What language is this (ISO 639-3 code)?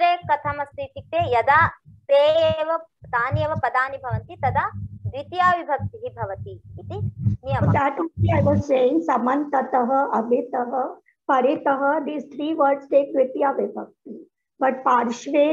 san